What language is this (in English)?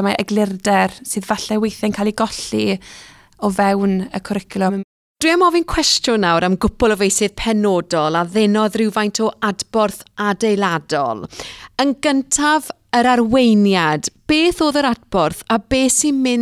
Welsh